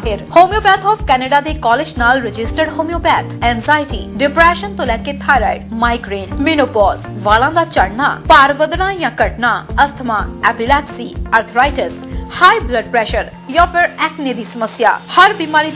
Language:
Punjabi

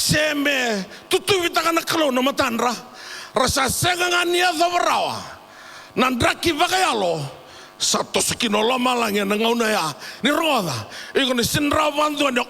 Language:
Fijian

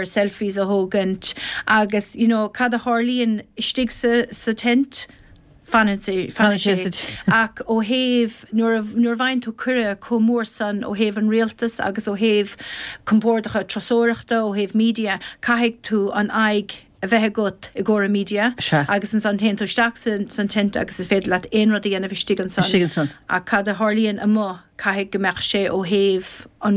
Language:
Irish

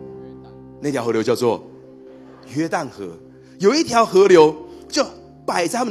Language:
Chinese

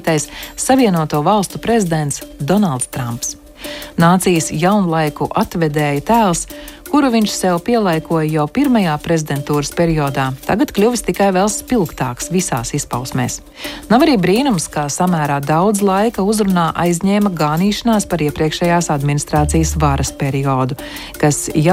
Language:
Latvian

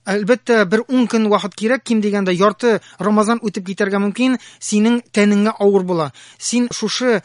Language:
Tatar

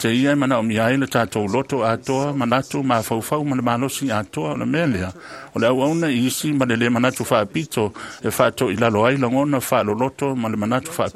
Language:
Samoan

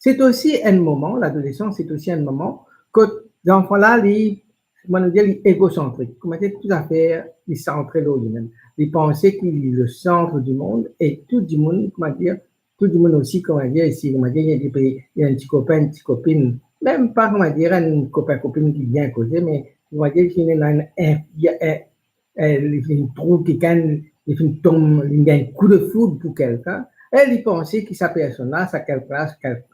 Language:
Morisyen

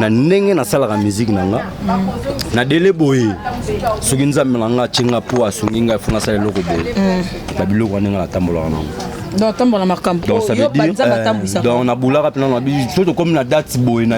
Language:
Lingala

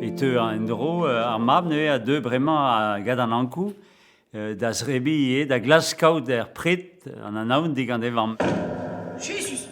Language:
Breton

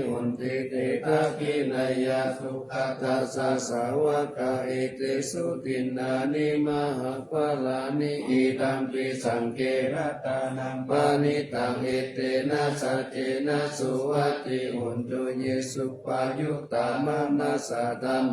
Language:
Pali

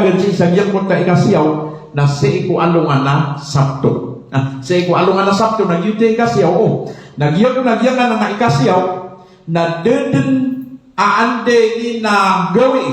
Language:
Maranao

